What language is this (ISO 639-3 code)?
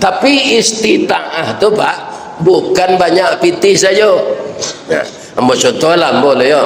min